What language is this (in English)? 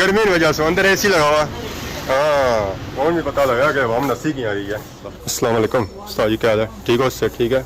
Pahari-Potwari